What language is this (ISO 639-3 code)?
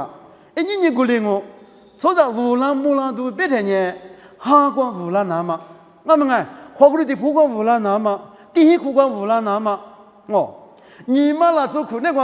lis